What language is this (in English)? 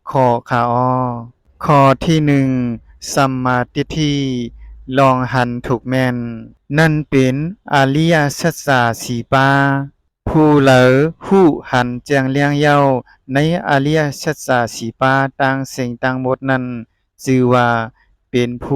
Shan